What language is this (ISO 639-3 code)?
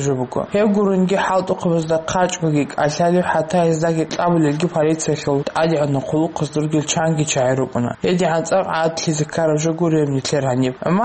ava